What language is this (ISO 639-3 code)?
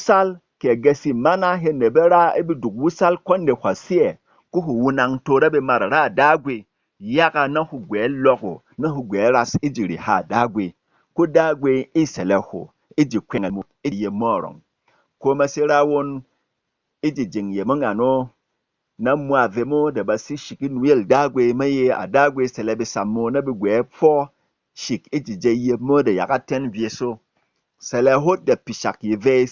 bom